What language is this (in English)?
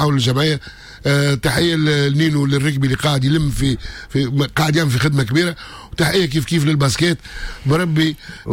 Tunisian Arabic